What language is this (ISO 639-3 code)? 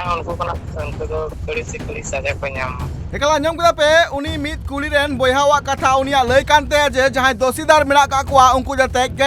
sat